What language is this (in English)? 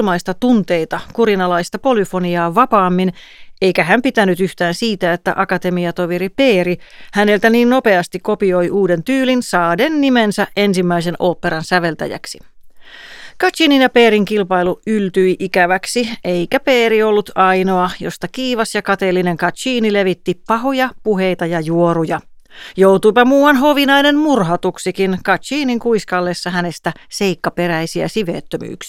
Finnish